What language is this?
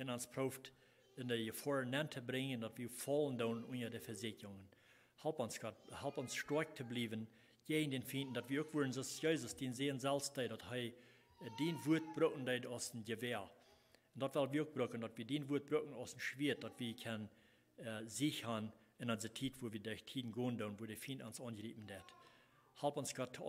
Plautdietsch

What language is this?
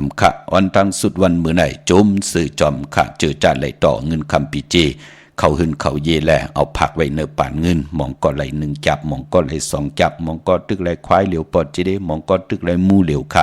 Shan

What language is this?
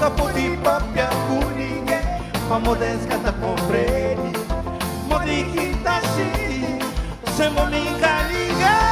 Kabuverdianu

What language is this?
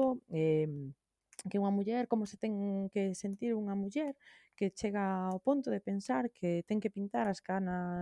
Galician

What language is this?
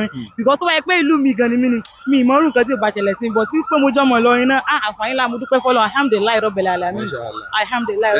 Yoruba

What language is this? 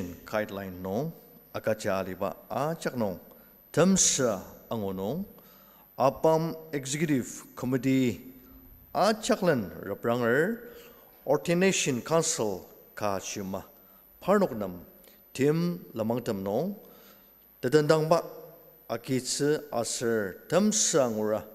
Ao Naga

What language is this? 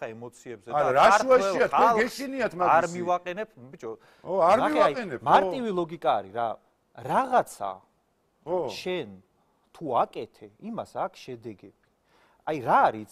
Georgian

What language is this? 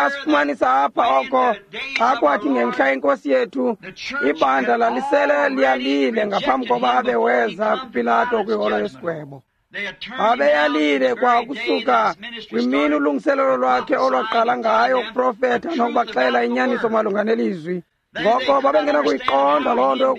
Xhosa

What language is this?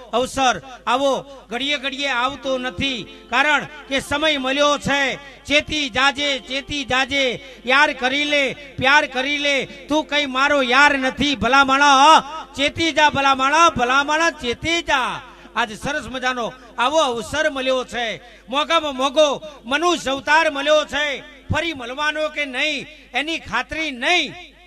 Gujarati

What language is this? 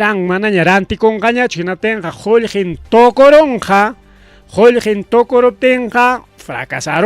Ayacucho Quechua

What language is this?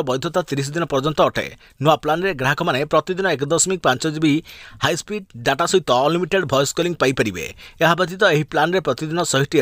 Odia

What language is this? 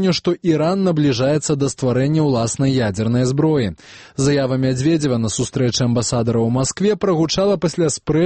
Belarusian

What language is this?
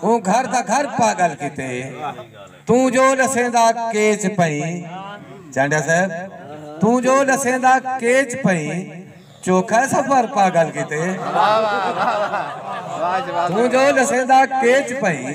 Saraiki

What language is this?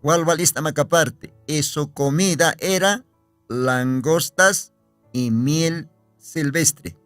Aymara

